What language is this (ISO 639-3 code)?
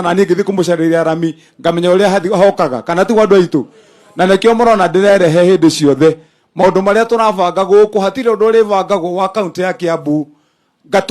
kik